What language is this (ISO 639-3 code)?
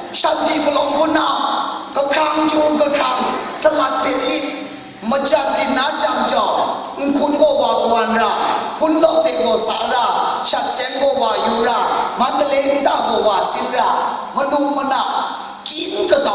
kac